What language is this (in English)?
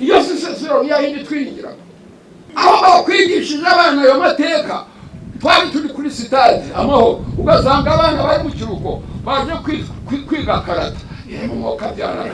Kinyarwanda